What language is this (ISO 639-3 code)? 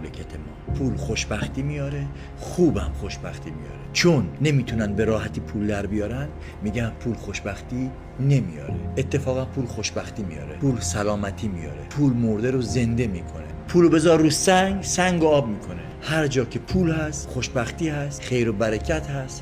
fas